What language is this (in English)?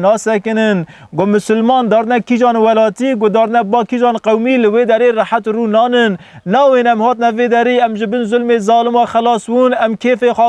Kurdish